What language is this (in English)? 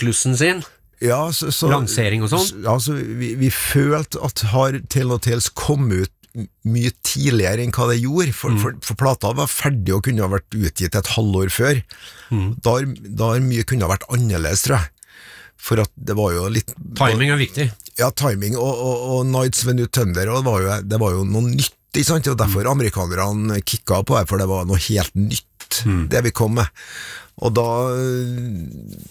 Norwegian